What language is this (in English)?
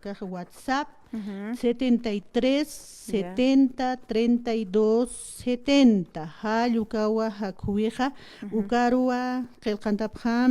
Aymara